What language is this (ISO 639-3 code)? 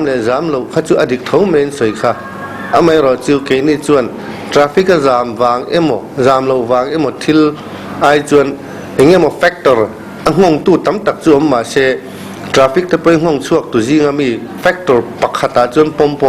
lus